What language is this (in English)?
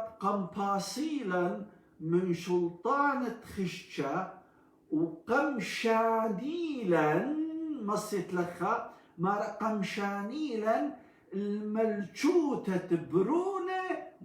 Assyrian Neo-Aramaic